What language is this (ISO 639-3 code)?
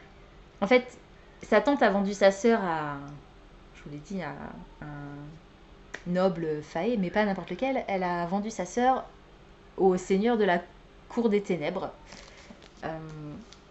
fra